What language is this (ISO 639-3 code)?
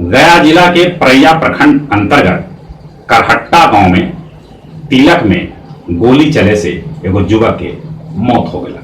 mag